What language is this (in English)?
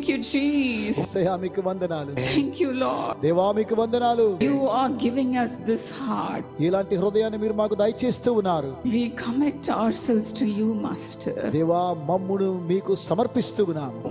Telugu